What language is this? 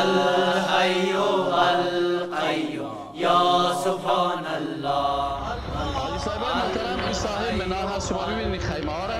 Persian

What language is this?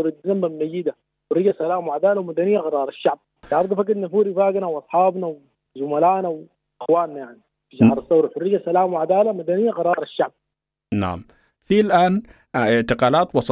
Sudanese Arabic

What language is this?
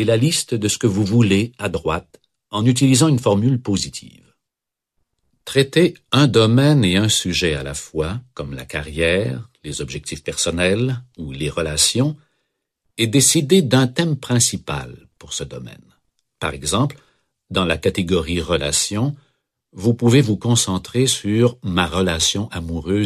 French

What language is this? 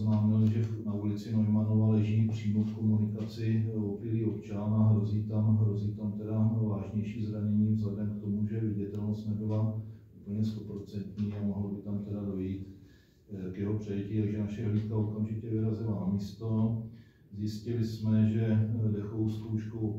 Czech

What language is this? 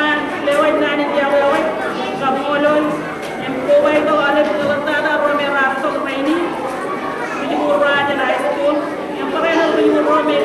Marshallese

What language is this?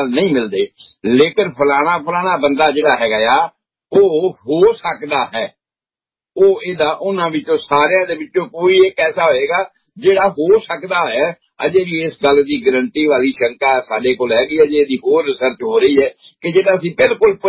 Punjabi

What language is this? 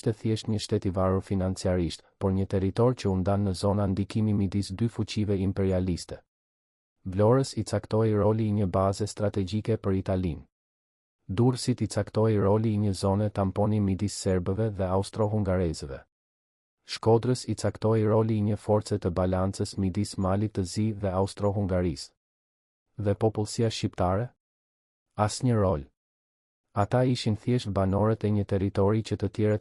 Albanian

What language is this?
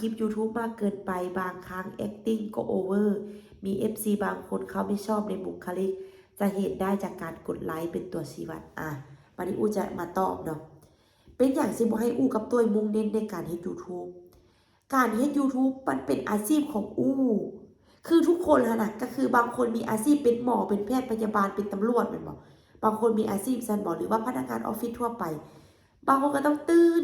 Lao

